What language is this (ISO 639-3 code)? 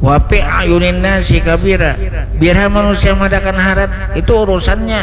bjn